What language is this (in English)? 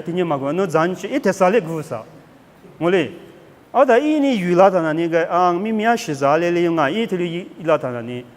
Lisu